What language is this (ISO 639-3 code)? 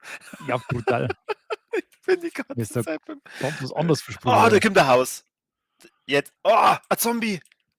bar